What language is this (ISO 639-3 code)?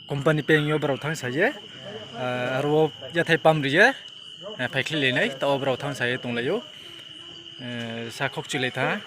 ria